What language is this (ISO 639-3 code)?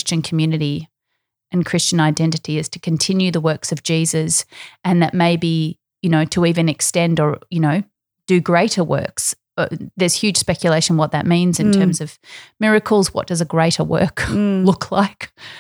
eng